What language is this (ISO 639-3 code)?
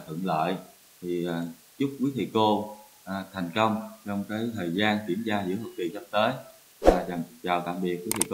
vie